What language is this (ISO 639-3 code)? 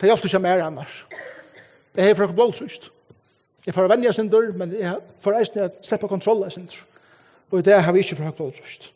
fao